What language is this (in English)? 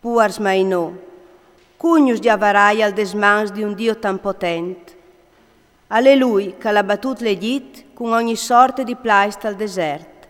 Friulian